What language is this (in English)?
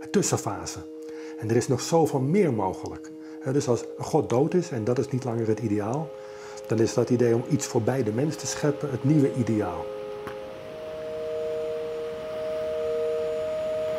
Dutch